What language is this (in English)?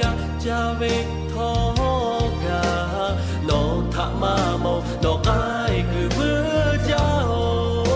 Lahu